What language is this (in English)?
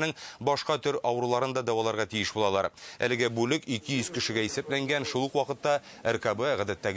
Tatar